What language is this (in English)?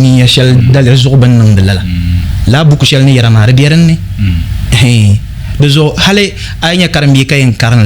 Dagbani